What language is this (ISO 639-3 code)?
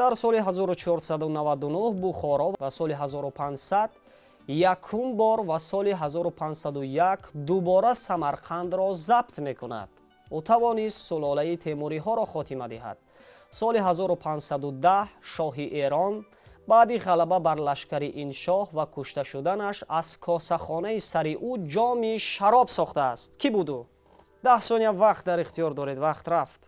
tgk